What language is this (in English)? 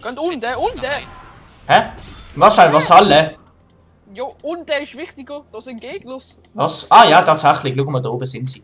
Swiss German